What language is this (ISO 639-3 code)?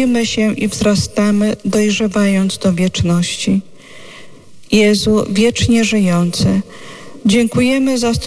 pol